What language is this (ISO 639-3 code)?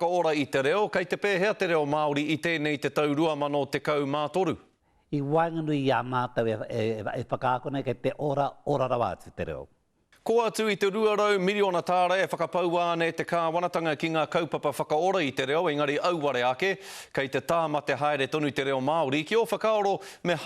mri